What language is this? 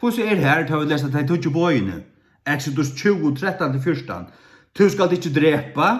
Faroese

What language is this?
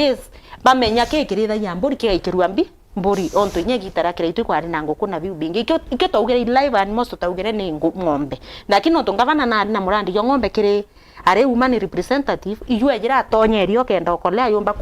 Meru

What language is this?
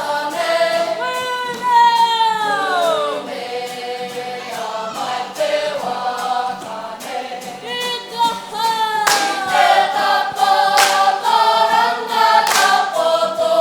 Māori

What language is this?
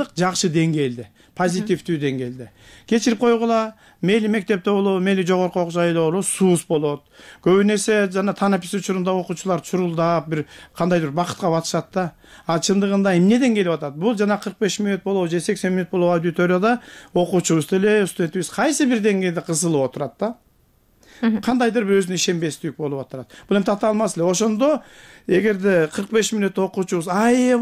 Kyrgyz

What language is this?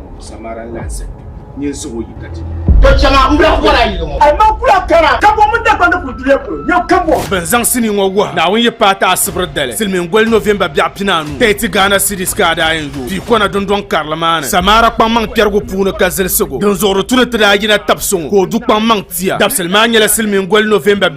Dagbani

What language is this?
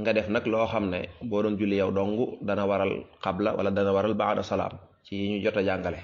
Wolof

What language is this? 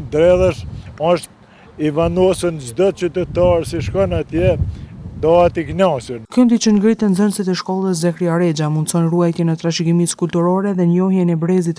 Albanian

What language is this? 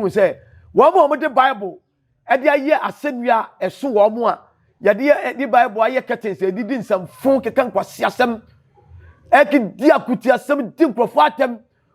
Akan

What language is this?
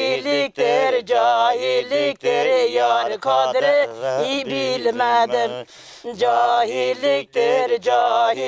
Kurdish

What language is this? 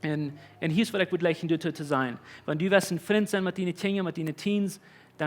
Plautdietsch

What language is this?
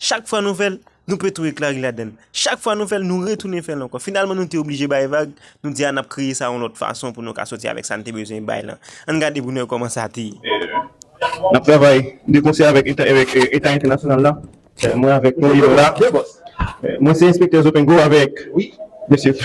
Haitian Creole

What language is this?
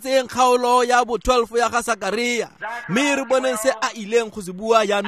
Tswana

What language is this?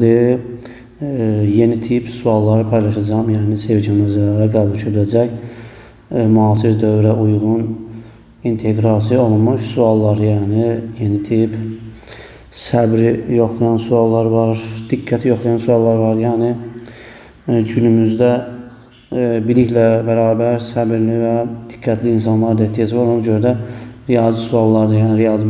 Azerbaijani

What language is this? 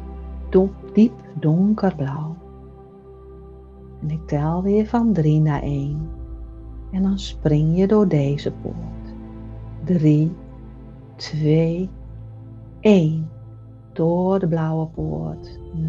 Dutch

